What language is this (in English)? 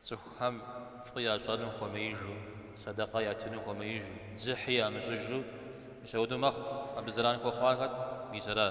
Kabardian